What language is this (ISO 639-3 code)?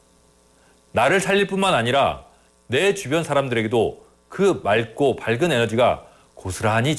kor